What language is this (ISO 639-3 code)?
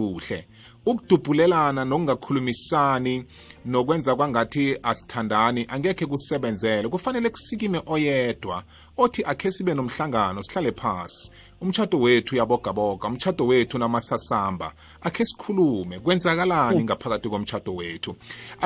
nbl